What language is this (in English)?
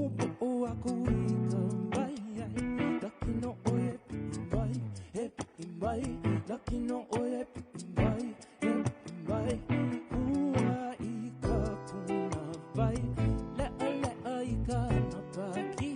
Hawaiian